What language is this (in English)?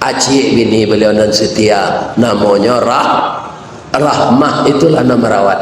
Minangkabau